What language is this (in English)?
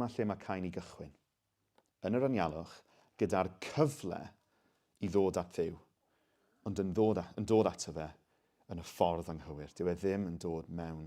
Welsh